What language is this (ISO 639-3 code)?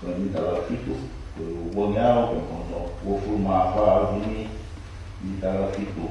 ton